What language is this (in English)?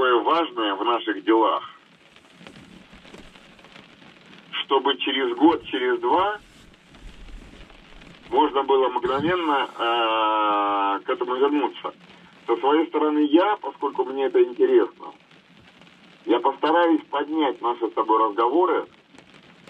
Russian